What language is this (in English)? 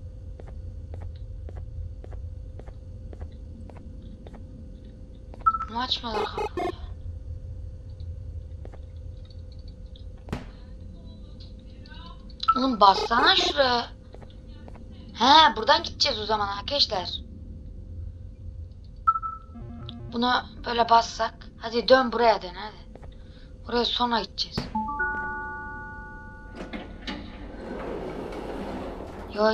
Turkish